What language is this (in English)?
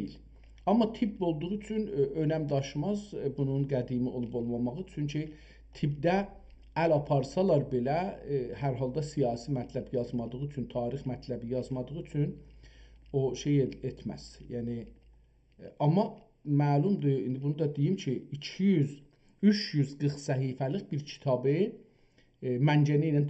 South Azerbaijani